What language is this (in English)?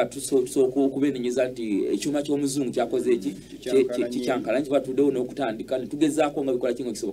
Ganda